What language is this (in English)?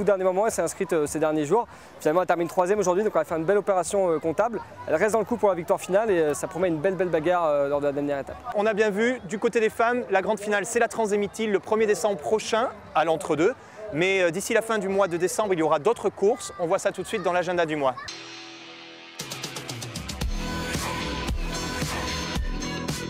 French